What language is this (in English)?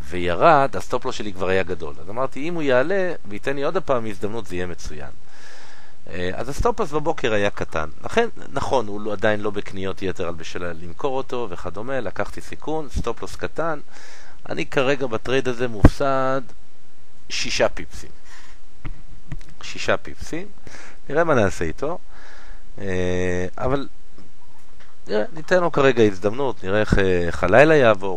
Hebrew